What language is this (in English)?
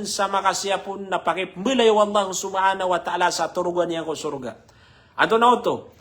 Maranao